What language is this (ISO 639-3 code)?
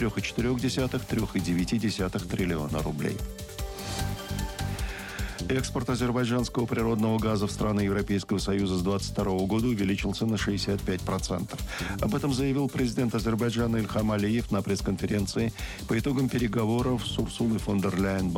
rus